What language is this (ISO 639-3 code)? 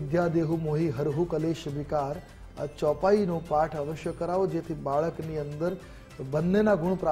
guj